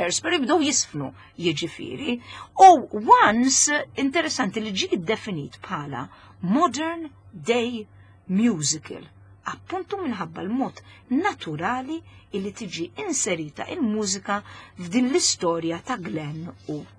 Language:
Maltese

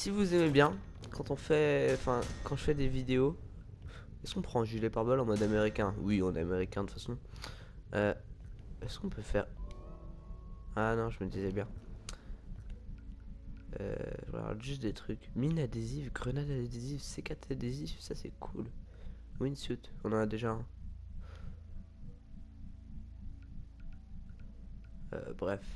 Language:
French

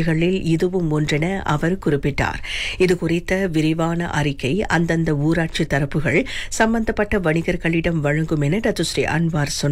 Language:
Tamil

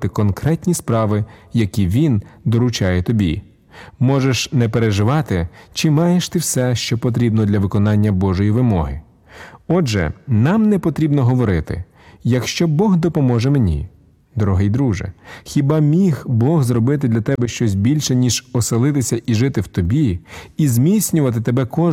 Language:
Ukrainian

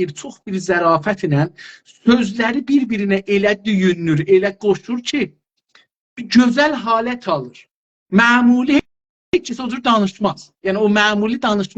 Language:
South Azerbaijani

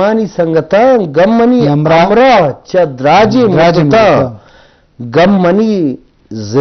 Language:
Eastern Balochi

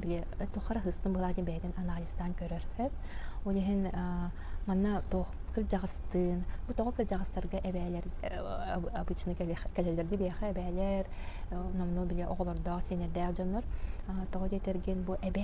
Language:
Yakut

